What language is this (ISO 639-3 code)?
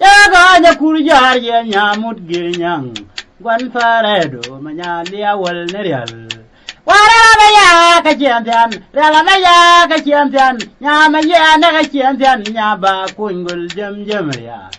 nus